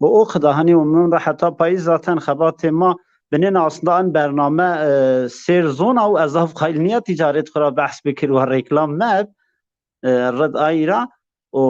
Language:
Zaza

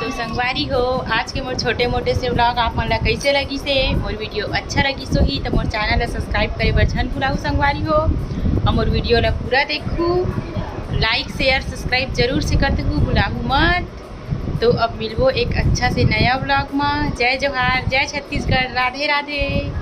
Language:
Chhattisgarhi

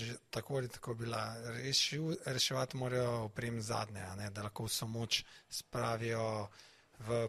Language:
Slovenian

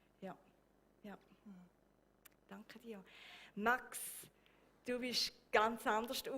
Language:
Swiss German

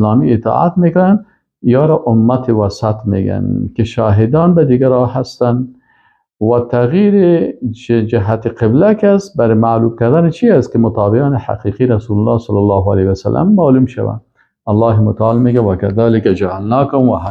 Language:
Persian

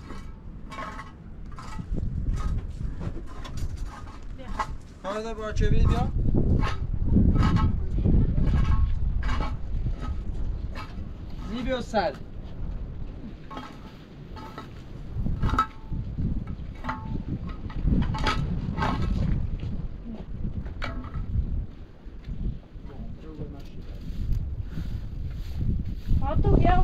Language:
Persian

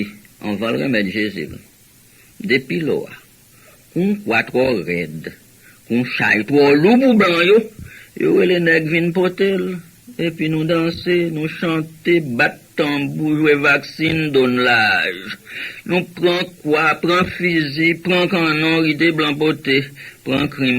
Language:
Haitian Creole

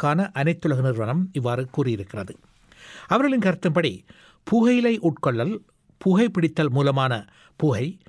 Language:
Tamil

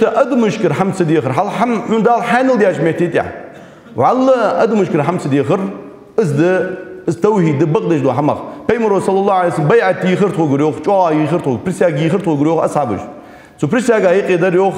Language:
Ingush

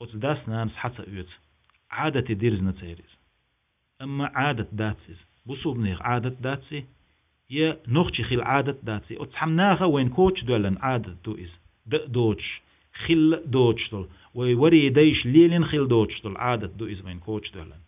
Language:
Chechen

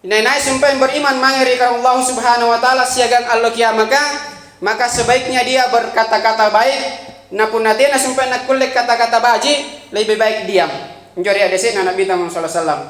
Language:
Makasar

